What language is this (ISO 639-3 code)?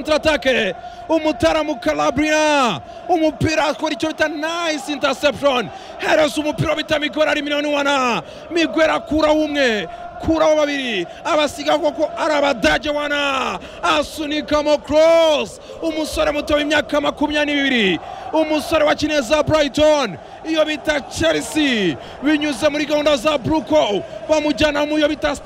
kin